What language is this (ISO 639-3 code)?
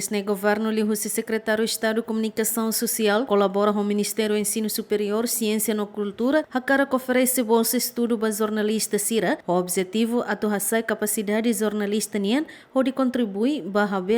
tet